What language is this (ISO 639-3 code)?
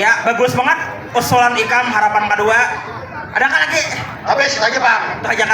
bjn